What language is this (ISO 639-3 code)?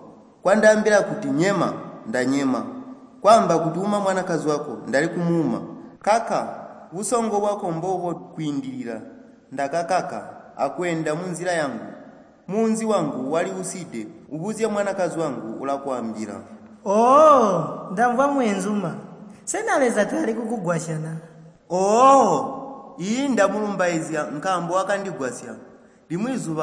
toi